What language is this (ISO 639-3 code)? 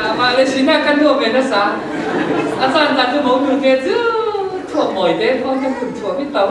cfm